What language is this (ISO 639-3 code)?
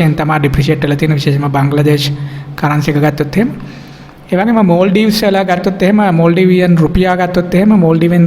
sin